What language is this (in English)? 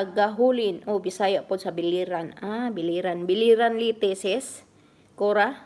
Cebuano